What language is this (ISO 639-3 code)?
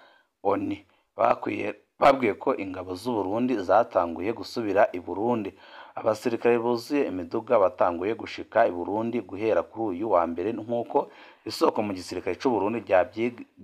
run